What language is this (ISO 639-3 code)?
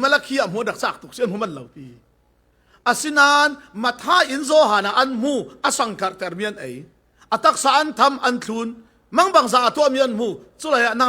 cfm